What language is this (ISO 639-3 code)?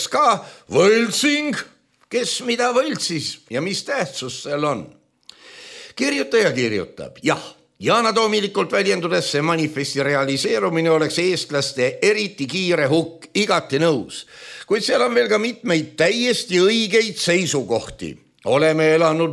est